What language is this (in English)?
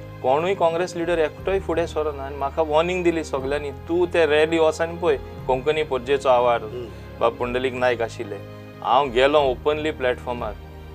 Konkani